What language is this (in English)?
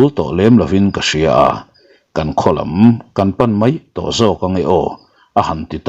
Mizo